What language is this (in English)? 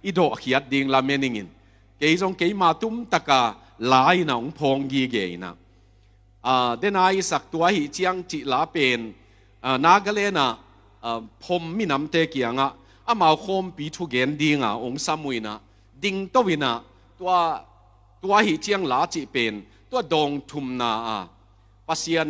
Tedim Chin